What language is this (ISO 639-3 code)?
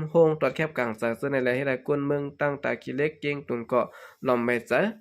shn